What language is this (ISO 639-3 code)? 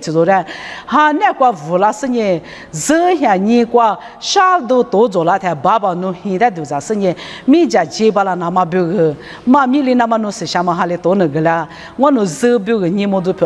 lis